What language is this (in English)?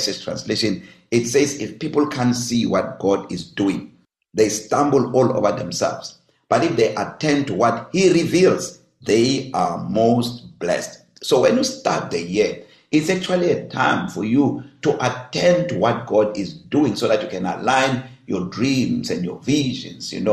English